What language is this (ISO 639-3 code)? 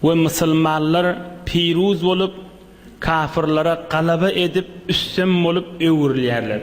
tuk